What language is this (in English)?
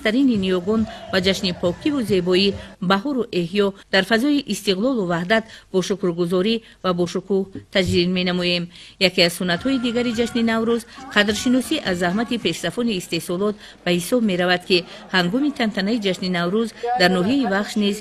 Tajik